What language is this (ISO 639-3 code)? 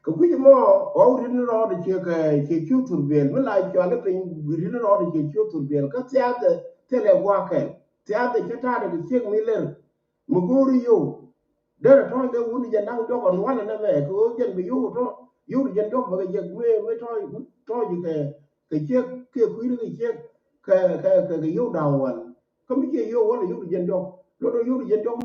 nus